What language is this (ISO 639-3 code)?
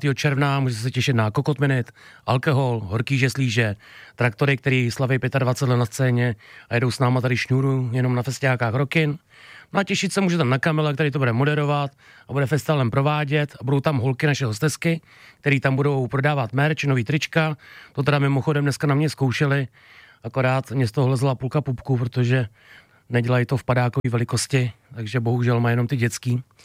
ces